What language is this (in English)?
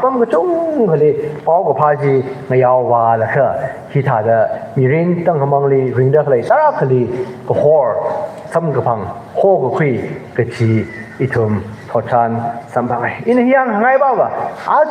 Tangkhul Naga (India)